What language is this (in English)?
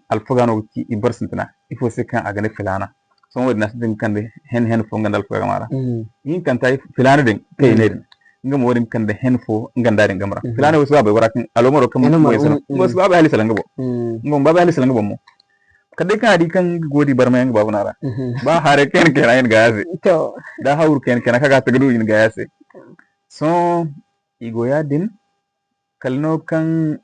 Zarma